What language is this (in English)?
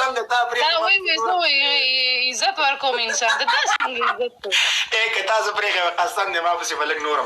Pashto